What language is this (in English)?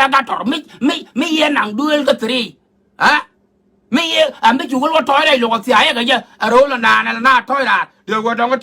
Nuer